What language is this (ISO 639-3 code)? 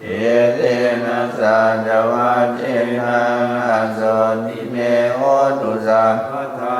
pli